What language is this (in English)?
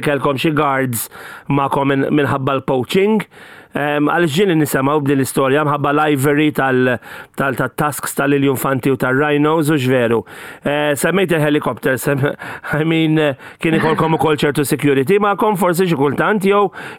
Maltese